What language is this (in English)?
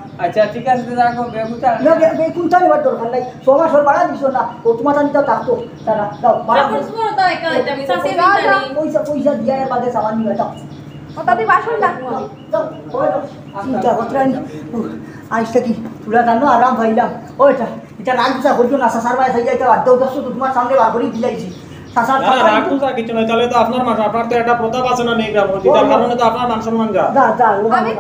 Sylheti